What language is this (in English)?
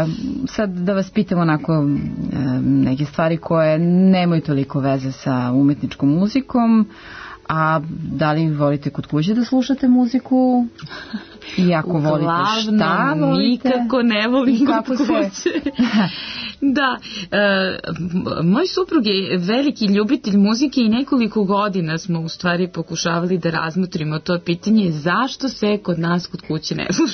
Serbian